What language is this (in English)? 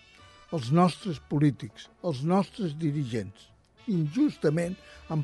Catalan